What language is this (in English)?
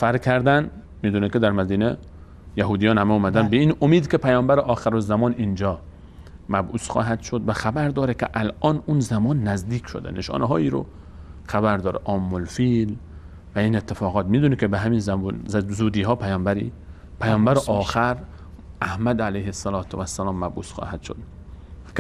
Persian